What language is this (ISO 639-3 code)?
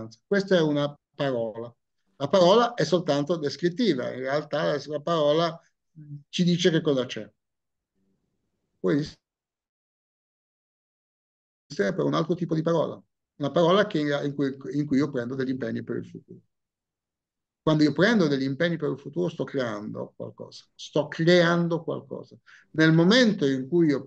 ita